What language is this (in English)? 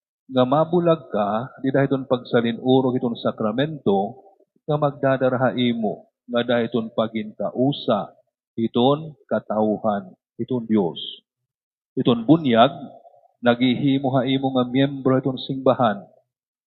Waray